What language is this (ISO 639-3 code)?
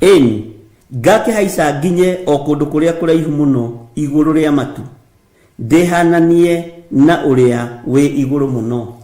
kik